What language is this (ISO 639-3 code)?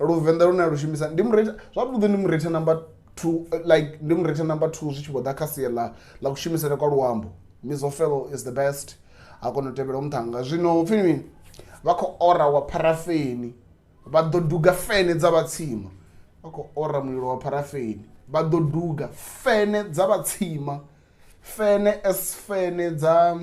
ven